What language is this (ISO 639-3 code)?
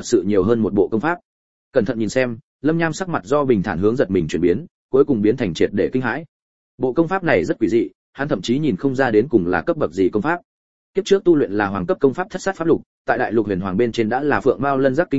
vie